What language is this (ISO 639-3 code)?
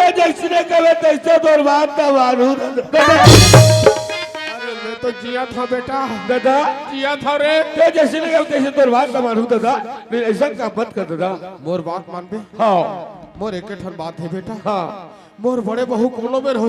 hne